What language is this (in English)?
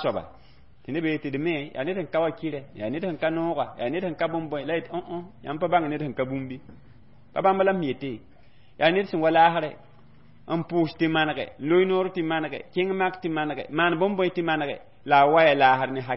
Mossi